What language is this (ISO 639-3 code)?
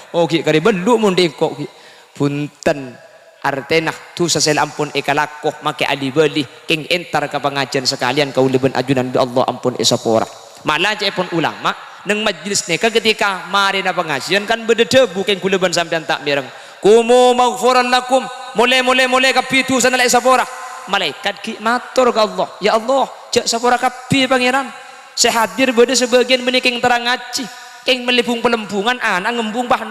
mad